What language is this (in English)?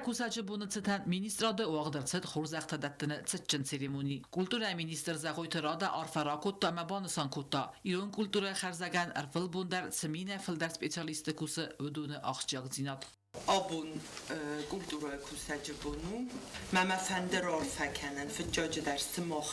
Ossetic